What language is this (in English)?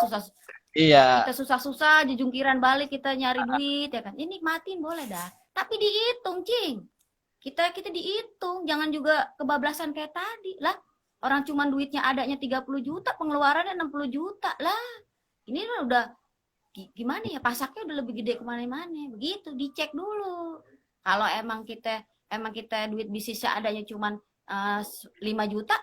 Betawi